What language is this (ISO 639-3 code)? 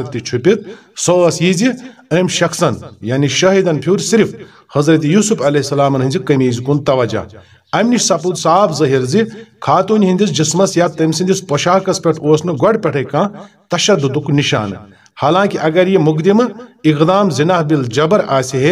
kas